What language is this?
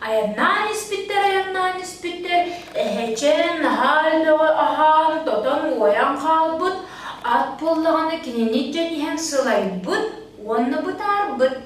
Yakut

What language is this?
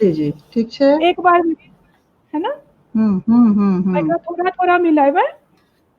Maithili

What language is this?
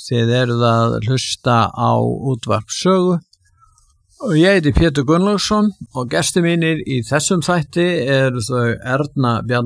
Icelandic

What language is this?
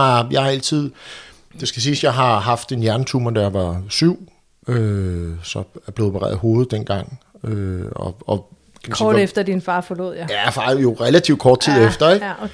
Danish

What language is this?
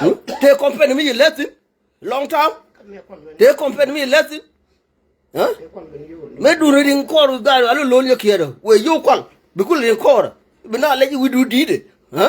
Nuer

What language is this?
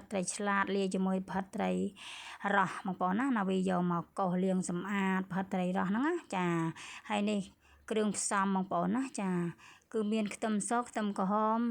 Khmer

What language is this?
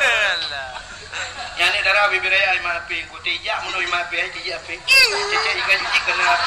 Achinese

